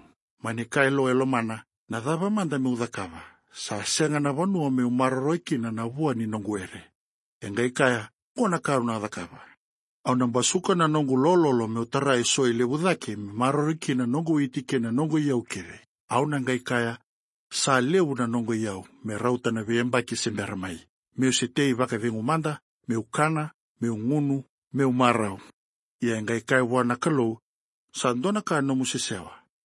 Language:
Fijian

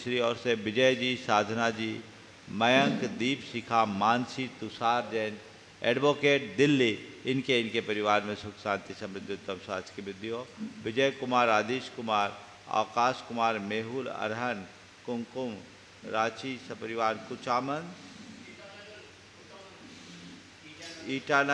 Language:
Hindi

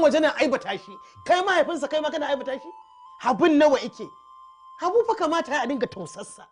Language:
Hausa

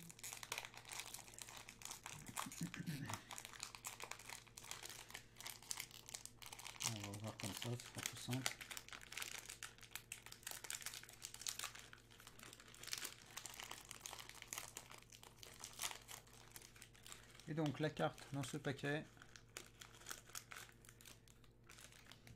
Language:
French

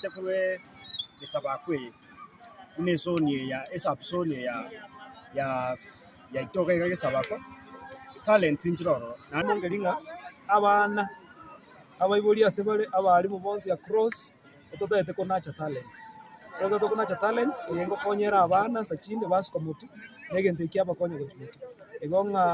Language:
Gusii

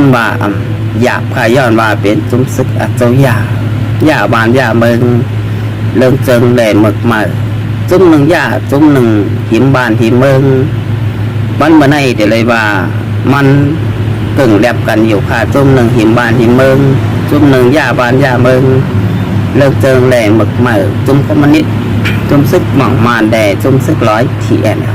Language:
Shan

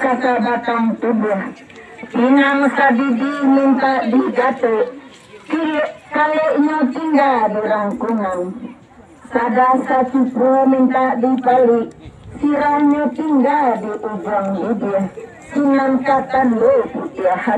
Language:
Minangkabau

